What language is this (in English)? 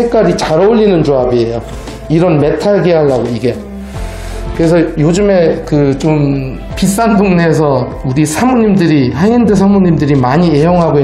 Korean